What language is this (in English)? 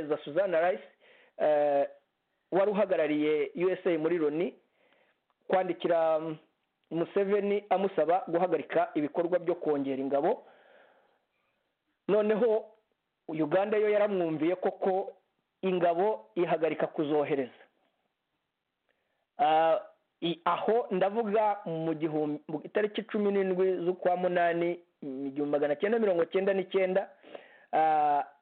Kinyarwanda